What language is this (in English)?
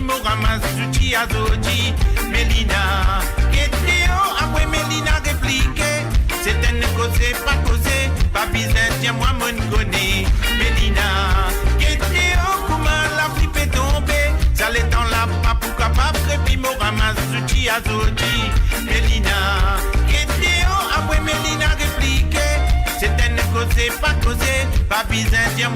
Morisyen